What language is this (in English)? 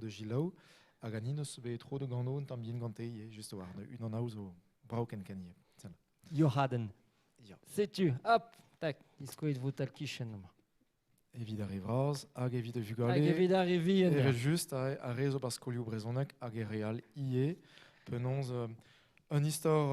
Breton